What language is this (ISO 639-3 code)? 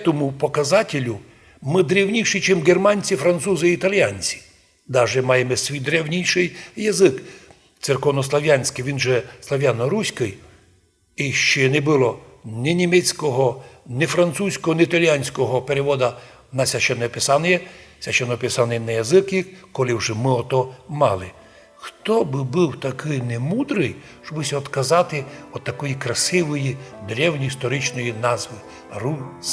rue